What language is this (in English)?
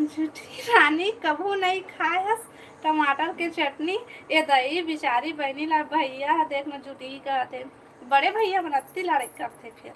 Chhattisgarhi